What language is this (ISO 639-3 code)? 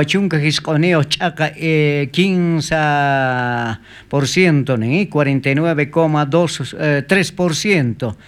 quh